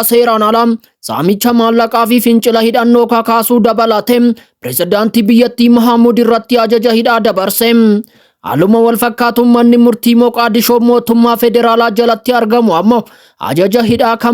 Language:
Oromo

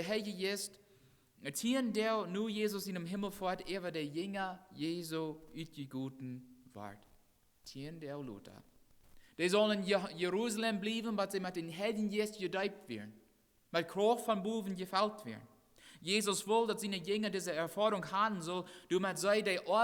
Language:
Plautdietsch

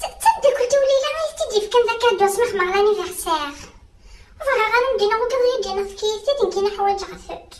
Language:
Kabyle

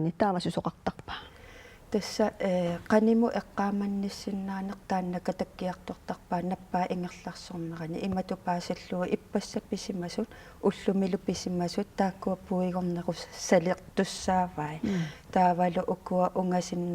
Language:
Kalaallisut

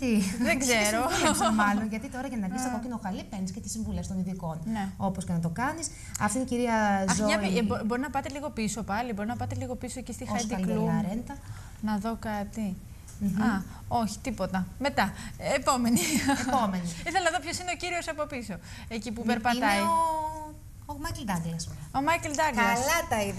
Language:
Greek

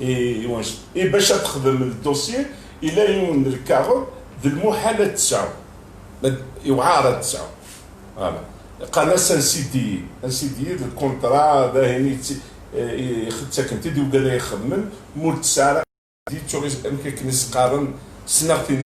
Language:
Kabyle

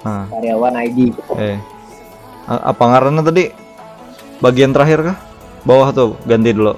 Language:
Banjar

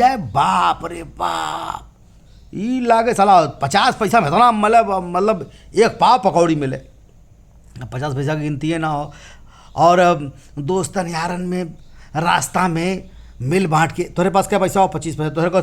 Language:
Bhojpuri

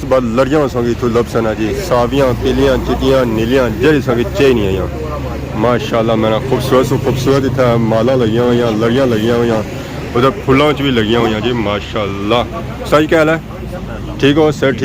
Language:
Pahari-Potwari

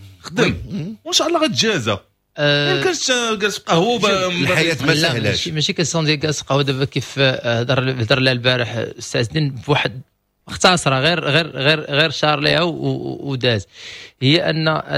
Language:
Moroccan Arabic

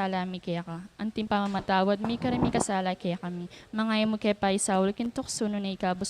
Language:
Pampanga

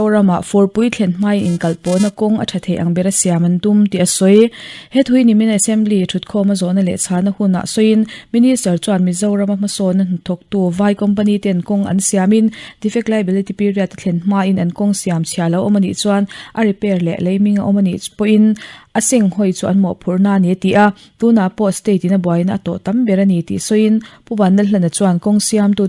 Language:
Mizo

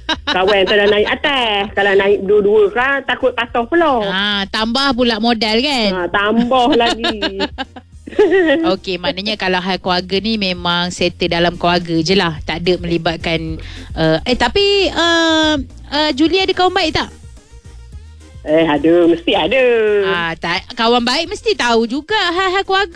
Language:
Malay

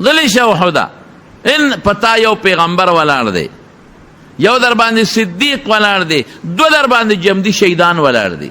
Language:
Pashto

